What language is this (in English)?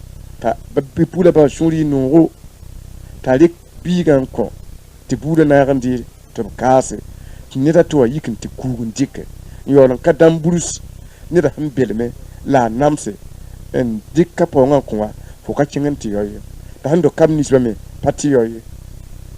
Mossi